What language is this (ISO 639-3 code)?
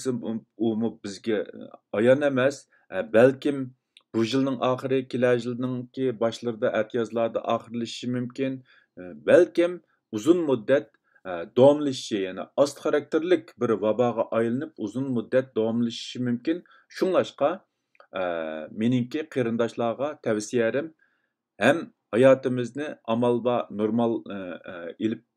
uig